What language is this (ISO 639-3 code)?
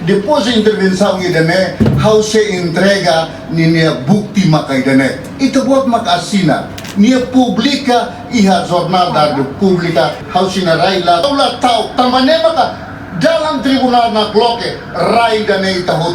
tet